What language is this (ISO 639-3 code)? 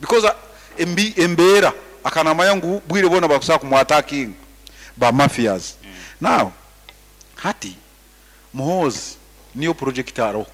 nyn